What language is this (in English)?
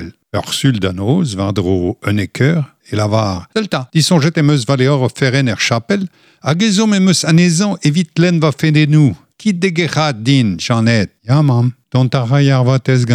Breton